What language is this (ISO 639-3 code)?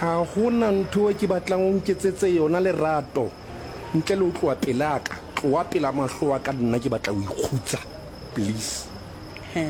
sot